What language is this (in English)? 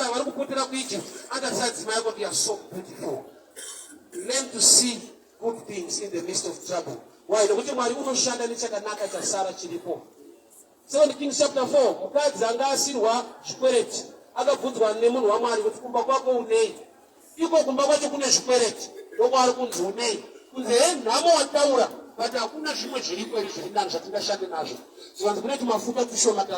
Shona